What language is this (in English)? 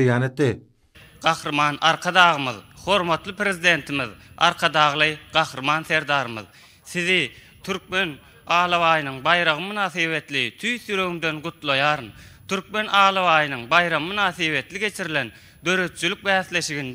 Turkmen